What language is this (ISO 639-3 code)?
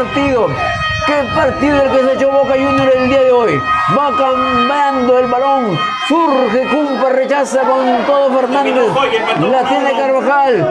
spa